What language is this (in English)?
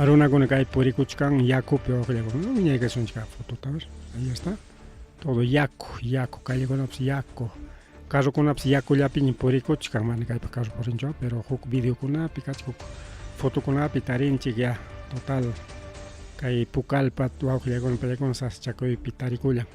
Ayacucho Quechua